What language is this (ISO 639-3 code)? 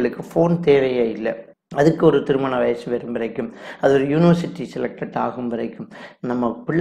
tam